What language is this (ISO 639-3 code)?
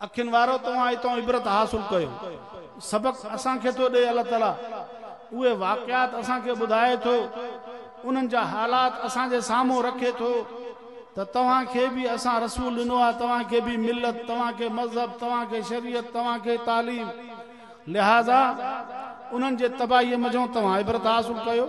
snd